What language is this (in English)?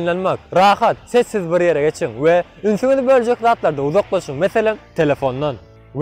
Turkmen